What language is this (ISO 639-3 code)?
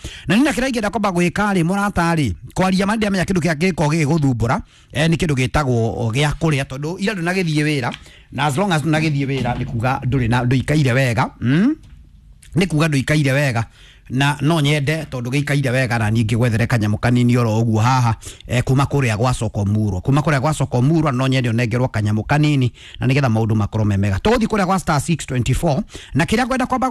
kik